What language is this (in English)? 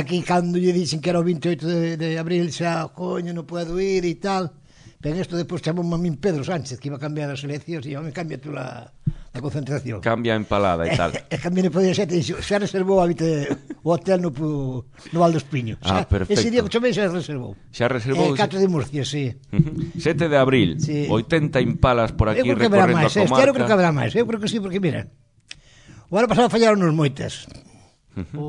Galician